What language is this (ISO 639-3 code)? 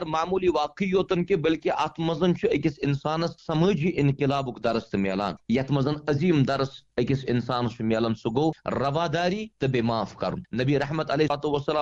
kas